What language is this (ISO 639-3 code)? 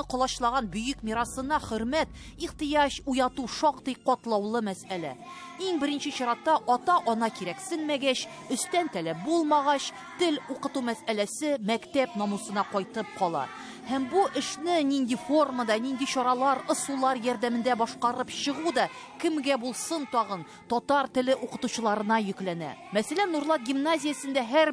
tat